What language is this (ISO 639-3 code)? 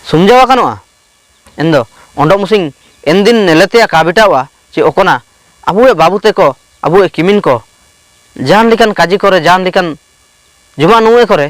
hoc